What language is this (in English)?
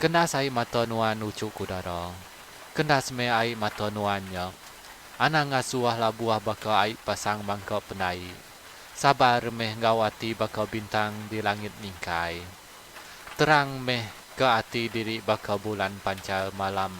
Iban